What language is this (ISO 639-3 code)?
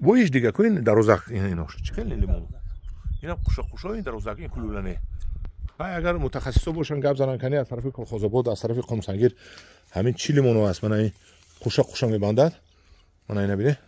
tgk